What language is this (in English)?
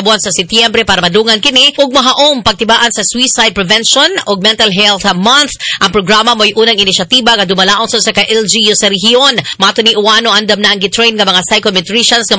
Cebuano